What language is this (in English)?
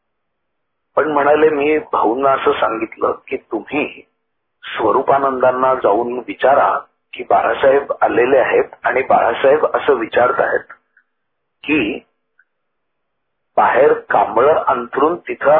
Marathi